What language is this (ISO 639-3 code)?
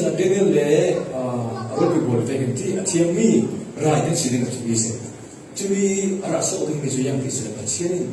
cfm